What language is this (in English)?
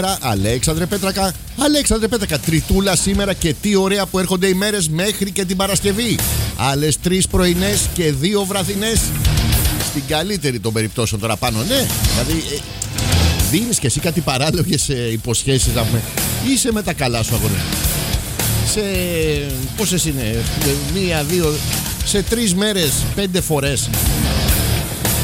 Greek